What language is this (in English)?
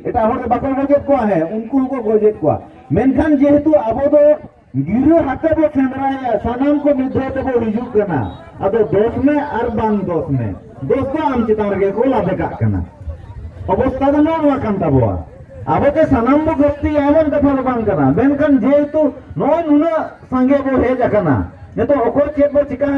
Santali